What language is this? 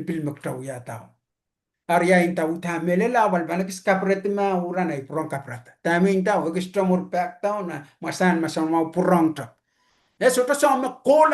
Pohnpeian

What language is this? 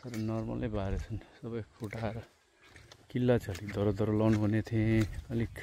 Nepali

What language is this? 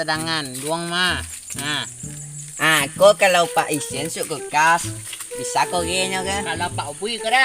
Minangkabau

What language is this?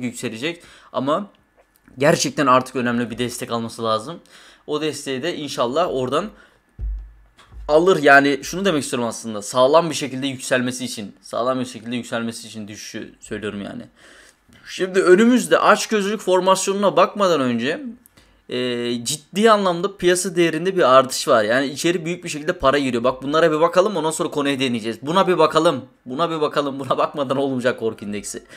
Turkish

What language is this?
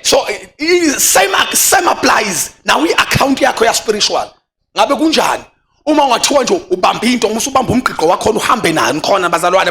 Zulu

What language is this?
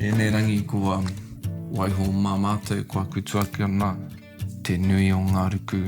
Māori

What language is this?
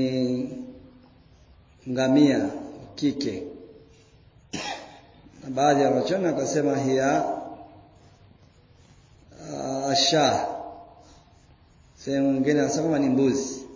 Swahili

